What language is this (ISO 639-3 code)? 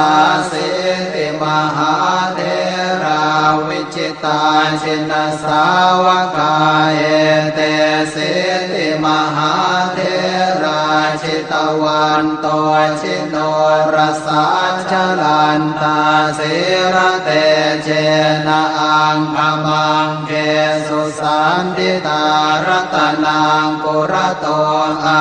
pli